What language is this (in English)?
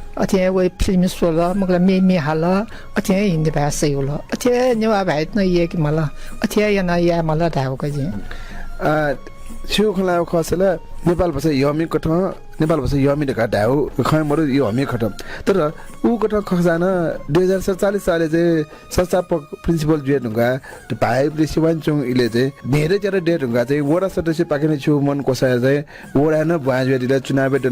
Newari